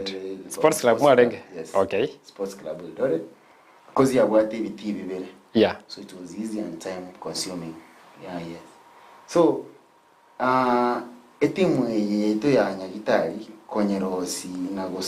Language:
Gusii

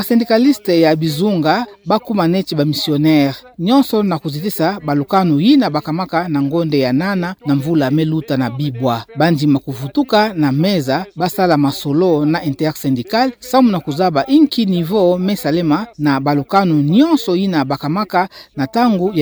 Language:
Kituba (Democratic Republic of Congo)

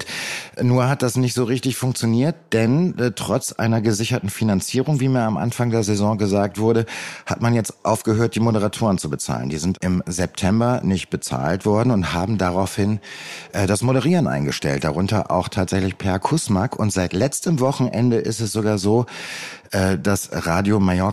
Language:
German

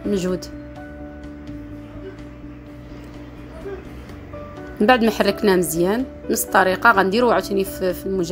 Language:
Moroccan Arabic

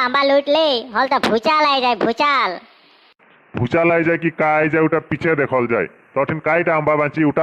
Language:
Sadri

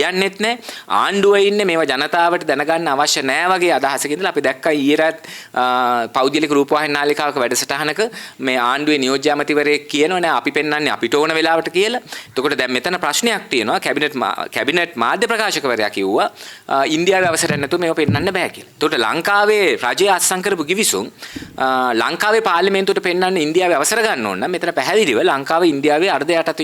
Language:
Sinhala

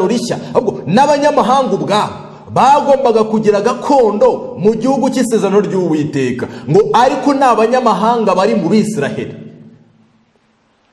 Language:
Kinyarwanda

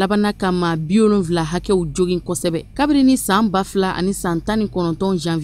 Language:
Bambara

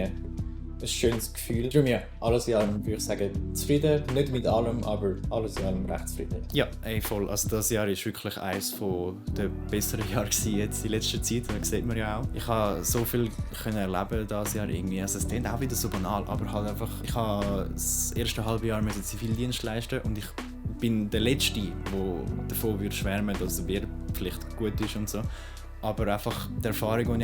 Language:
Swiss German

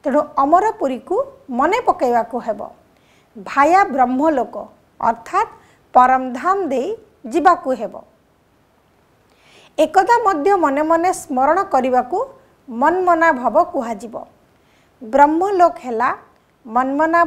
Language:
Odia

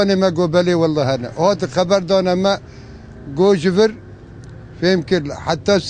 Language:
Kurdish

